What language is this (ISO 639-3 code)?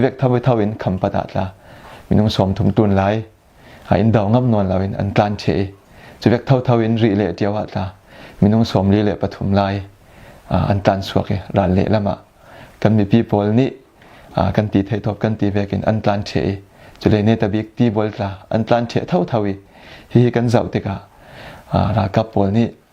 cfm